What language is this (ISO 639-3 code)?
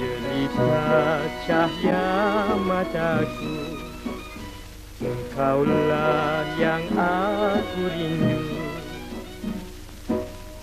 msa